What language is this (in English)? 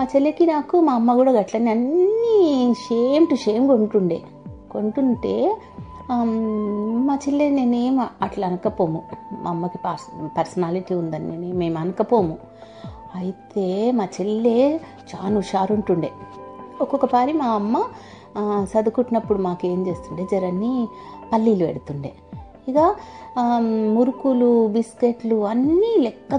Telugu